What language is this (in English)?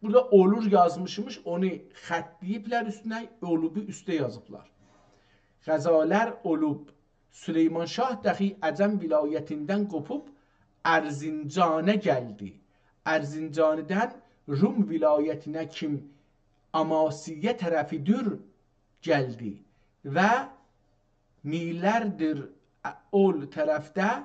South Azerbaijani